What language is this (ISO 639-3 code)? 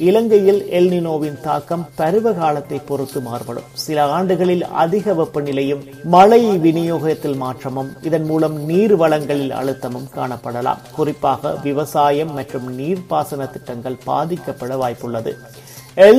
tam